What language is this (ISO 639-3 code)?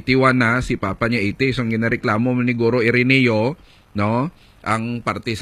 hil